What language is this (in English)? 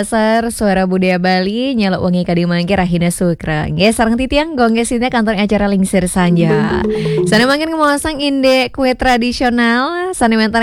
Balinese